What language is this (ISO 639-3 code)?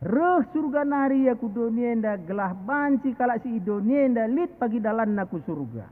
btx